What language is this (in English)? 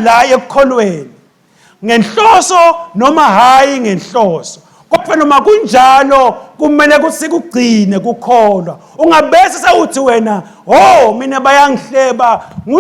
Swati